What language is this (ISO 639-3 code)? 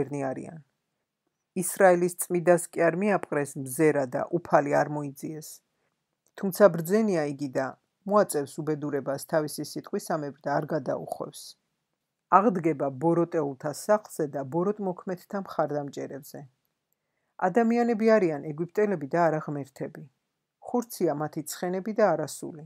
kat